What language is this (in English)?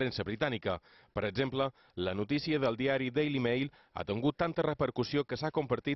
Catalan